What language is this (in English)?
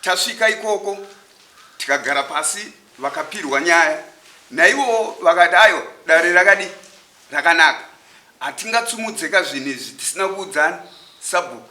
Shona